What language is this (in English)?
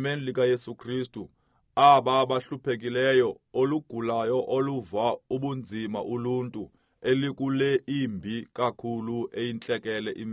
Xhosa